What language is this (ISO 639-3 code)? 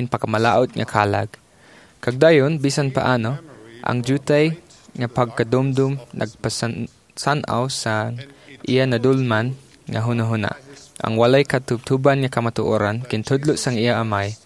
hil